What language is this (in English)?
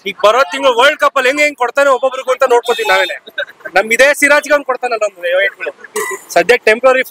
Kannada